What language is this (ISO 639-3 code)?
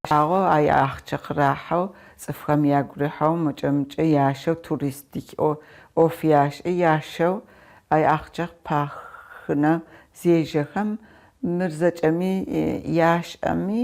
ady